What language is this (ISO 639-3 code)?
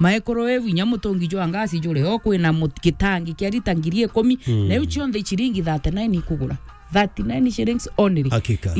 mer